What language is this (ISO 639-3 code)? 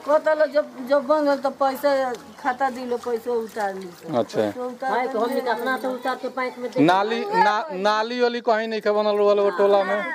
bho